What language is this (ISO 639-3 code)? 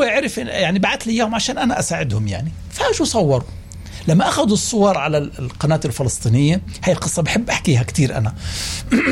apc